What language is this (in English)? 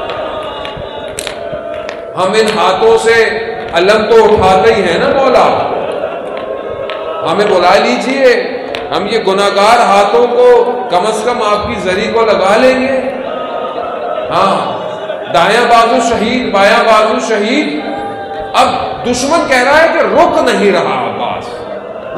Urdu